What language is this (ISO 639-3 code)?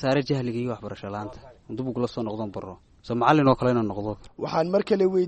som